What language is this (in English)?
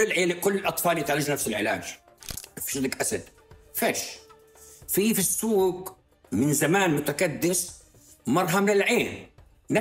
North Levantine Arabic